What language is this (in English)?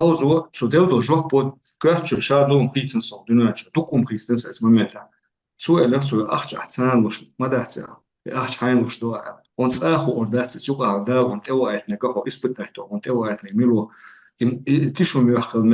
Chechen